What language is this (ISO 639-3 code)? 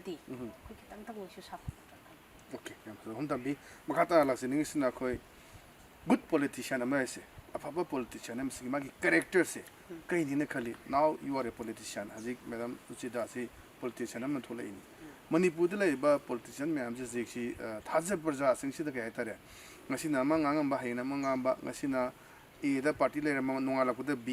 mni